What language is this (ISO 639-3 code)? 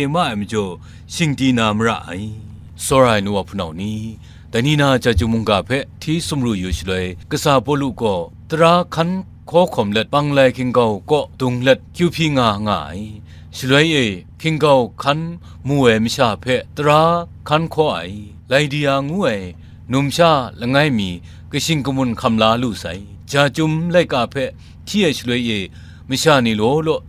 kac